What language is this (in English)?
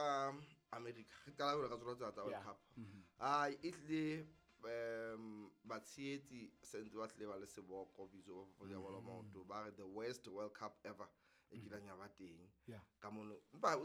Southern Sotho